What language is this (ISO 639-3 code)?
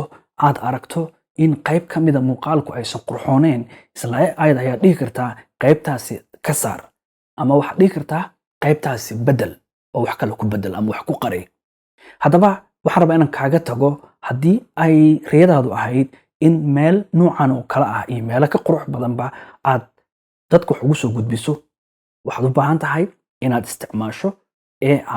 som